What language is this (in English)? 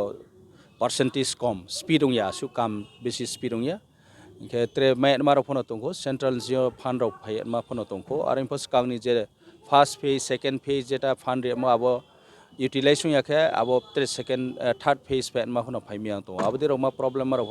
Kok Borok